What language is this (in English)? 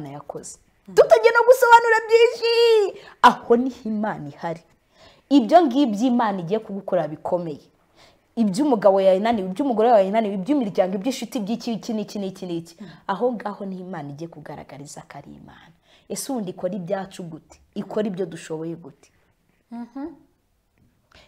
Kinyarwanda